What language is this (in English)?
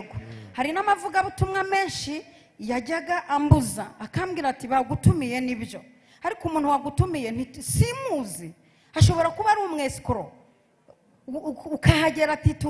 Kinyarwanda